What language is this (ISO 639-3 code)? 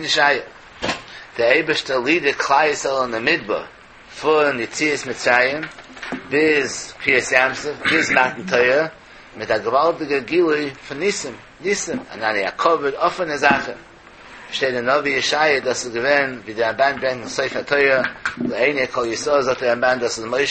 yid